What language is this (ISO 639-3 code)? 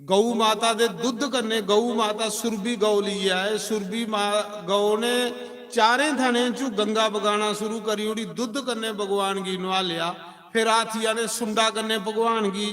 doi